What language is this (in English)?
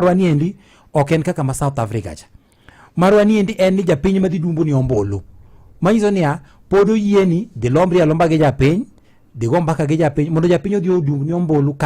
Luo (Kenya and Tanzania)